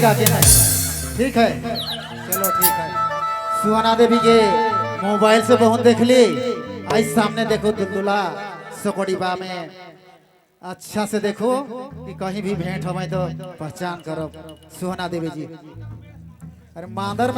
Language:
Sadri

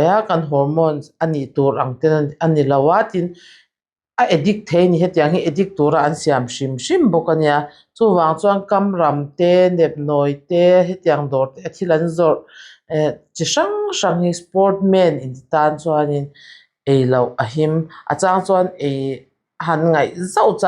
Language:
Mizo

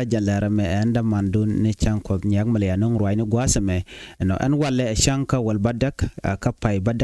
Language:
Nuer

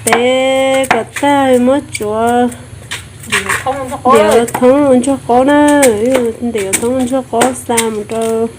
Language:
Hmong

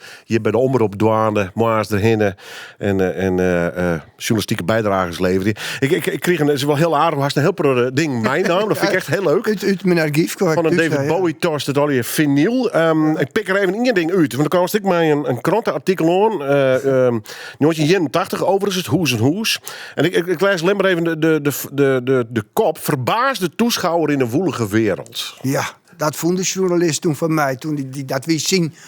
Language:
Western Frisian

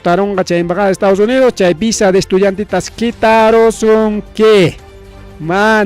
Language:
Ayacucho Quechua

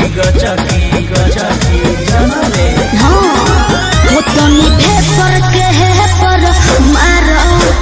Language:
Bhojpuri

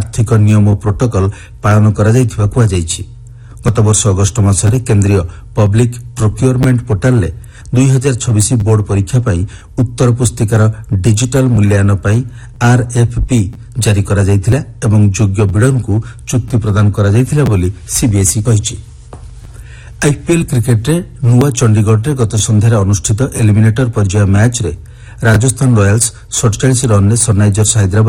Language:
Odia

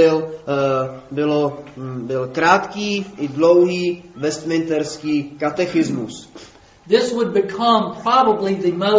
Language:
Czech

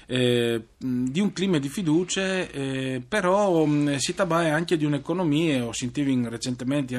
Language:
Friulian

